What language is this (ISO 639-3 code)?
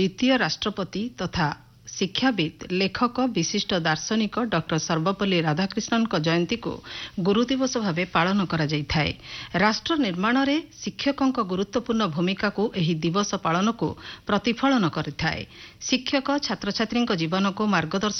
ori